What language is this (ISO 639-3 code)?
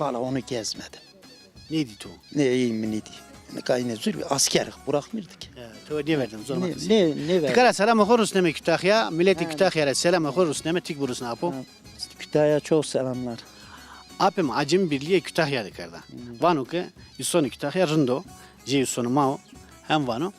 zza